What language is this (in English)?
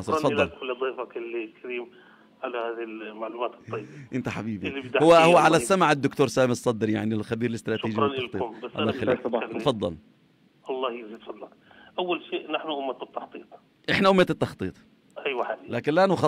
South Levantine Arabic